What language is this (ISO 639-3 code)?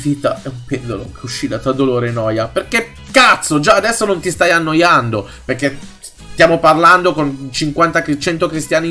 ita